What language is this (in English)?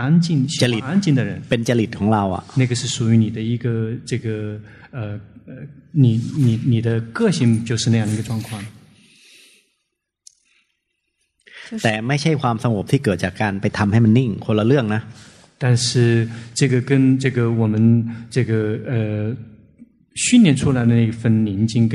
Thai